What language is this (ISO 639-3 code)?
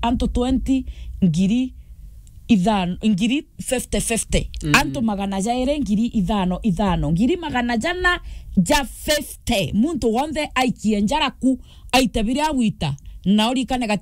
mer